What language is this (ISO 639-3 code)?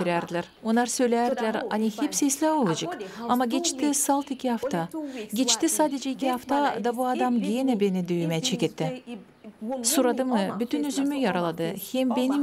gag